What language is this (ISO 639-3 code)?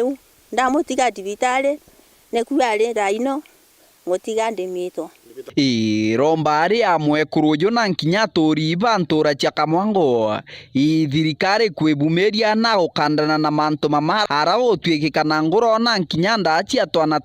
mer